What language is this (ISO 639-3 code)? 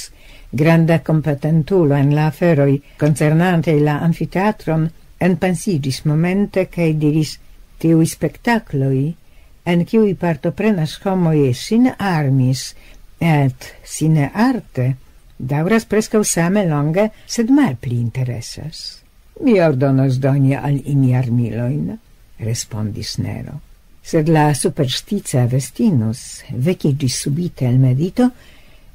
epo